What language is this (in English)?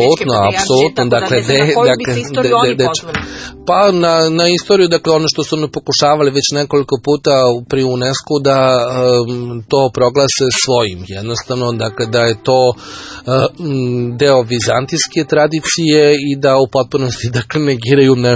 Serbian